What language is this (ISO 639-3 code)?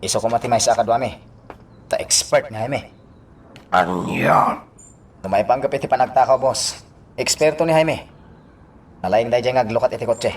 ilo